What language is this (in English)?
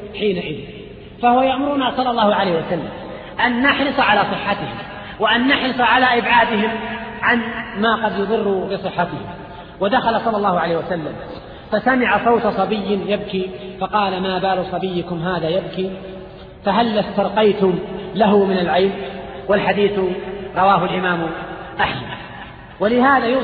Arabic